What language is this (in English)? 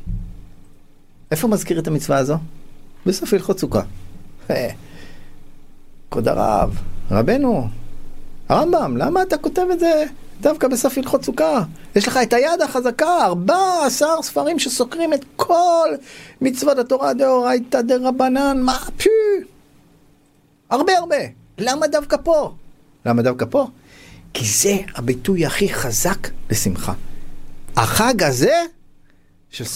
Hebrew